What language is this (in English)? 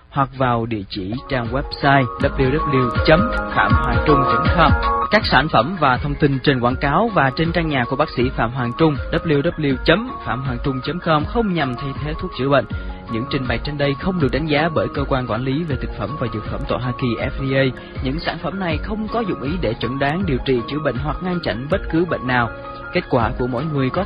Vietnamese